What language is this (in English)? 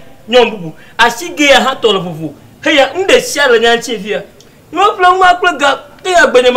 Ewe